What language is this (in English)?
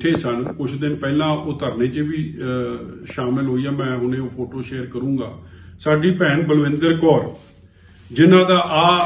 Punjabi